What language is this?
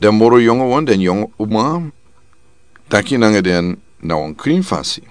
Sranan Tongo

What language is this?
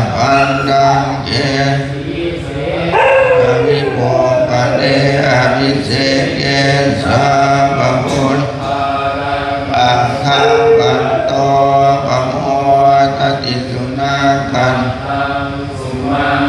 Pali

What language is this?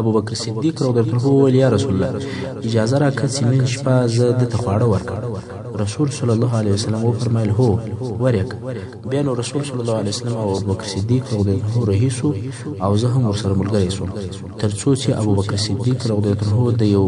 Pashto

